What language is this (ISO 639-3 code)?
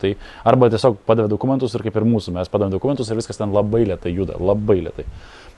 lit